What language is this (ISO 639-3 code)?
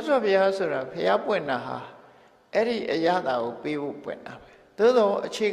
mya